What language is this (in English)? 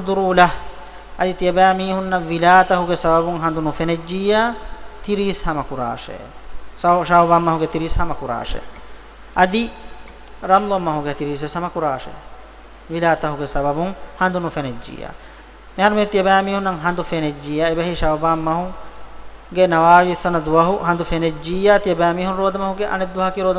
Divehi